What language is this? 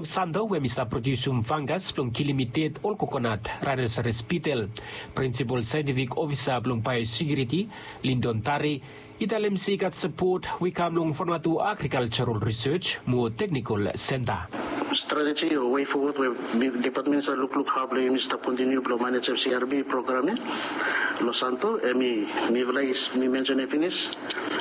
Bislama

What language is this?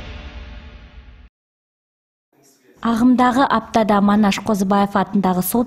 Kazakh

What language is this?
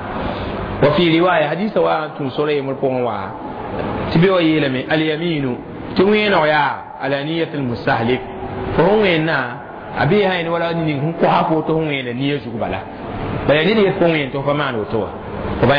Mossi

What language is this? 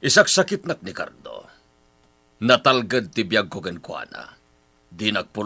Iloko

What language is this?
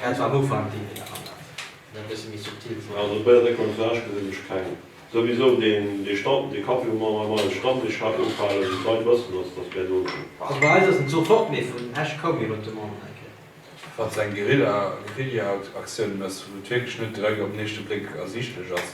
Luxembourgish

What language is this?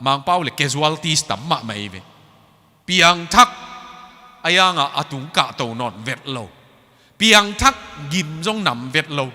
Tedim Chin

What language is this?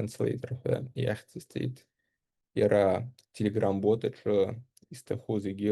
Abkhazian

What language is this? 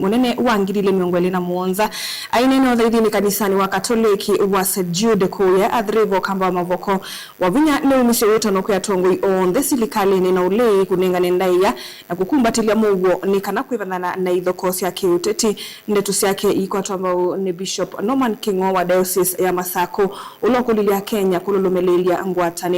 Kamba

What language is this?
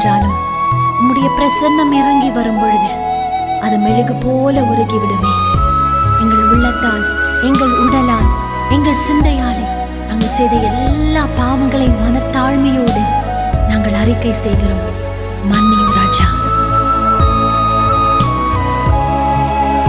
Tamil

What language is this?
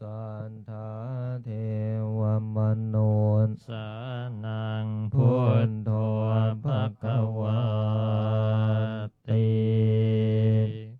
Pali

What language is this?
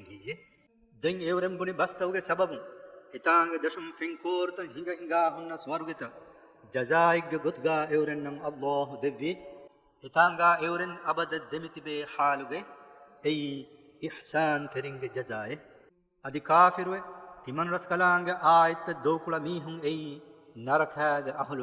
Divehi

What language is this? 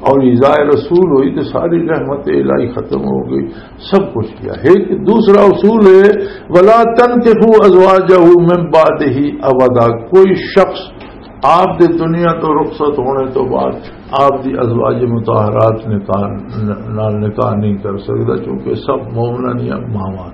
Western Panjabi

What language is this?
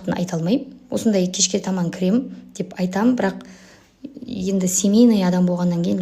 Kazakh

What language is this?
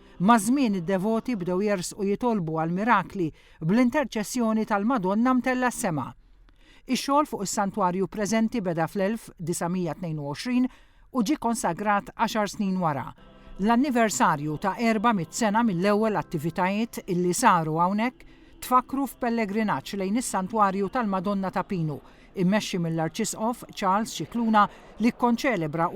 Maltese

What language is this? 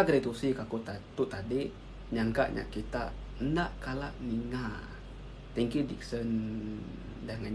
Iban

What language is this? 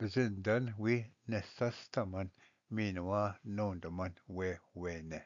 Ojibwa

